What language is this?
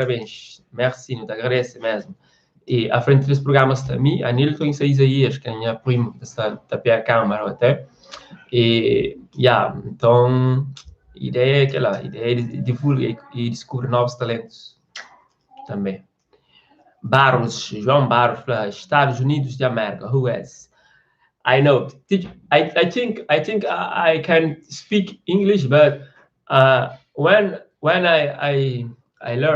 Kabuverdianu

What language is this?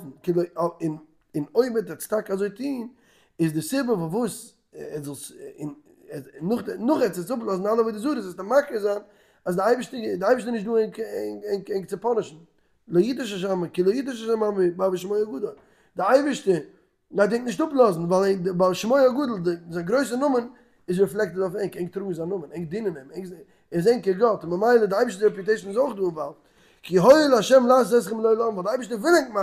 Yiddish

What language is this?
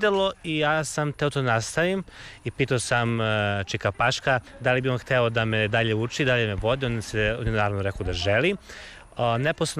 Serbian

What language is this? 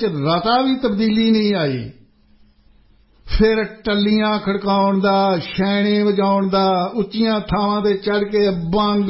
Punjabi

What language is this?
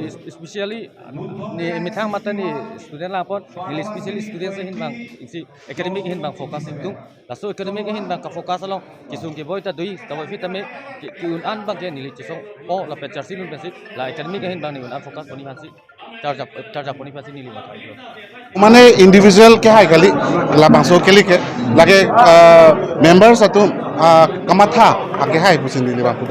Karbi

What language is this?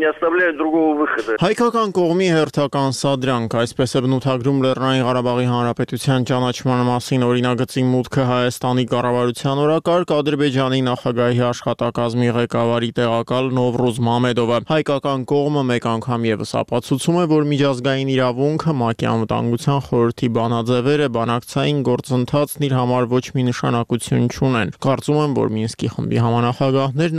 Armenian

